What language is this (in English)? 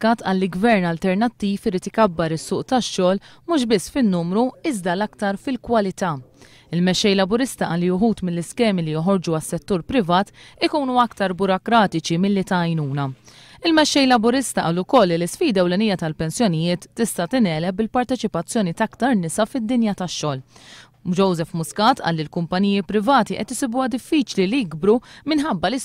Maltese